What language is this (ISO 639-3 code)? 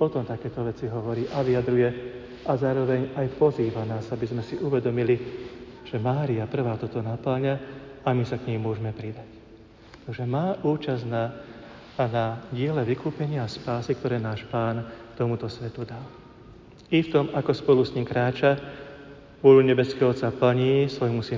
slk